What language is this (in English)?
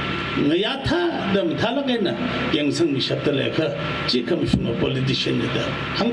Tangkhul Naga (India)